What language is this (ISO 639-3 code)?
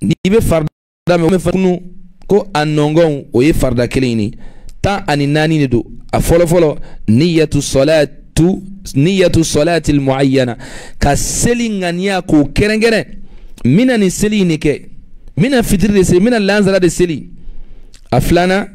bam